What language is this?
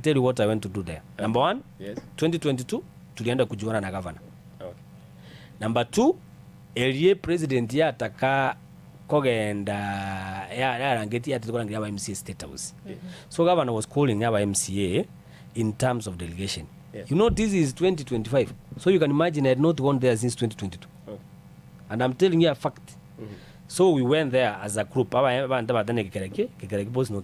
Gusii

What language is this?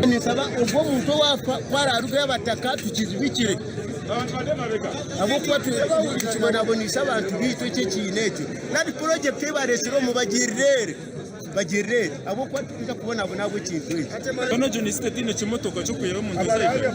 Nyankole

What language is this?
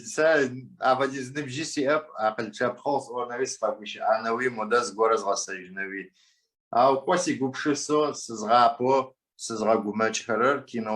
Adyghe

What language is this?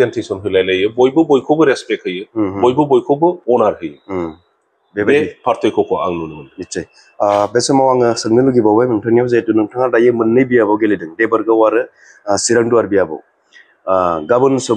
Bodo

